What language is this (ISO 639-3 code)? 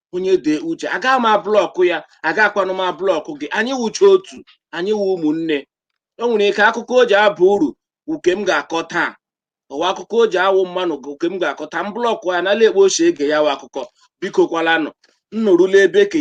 ibo